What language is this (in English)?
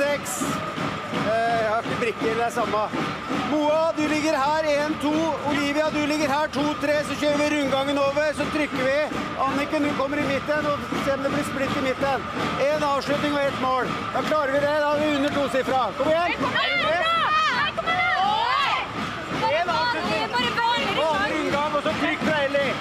Norwegian